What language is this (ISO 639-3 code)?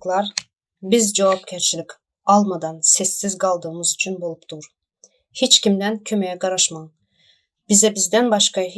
tuk